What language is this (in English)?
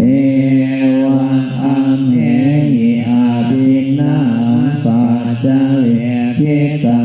Pali